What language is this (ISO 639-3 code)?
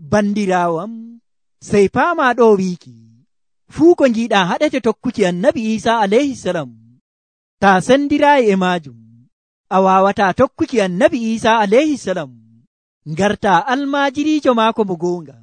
fuv